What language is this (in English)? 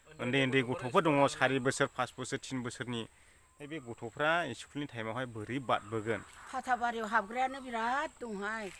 Bodo